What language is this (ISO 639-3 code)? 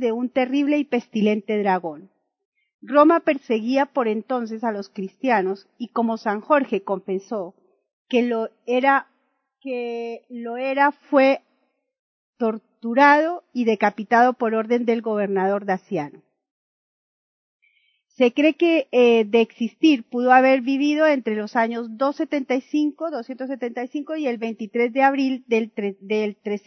spa